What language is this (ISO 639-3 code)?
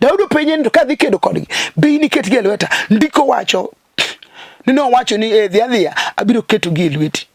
luo